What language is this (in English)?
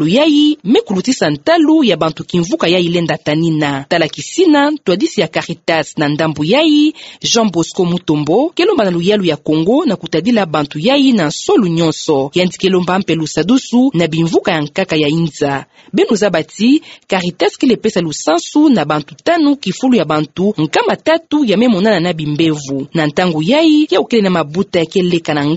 Kituba (Democratic Republic of Congo)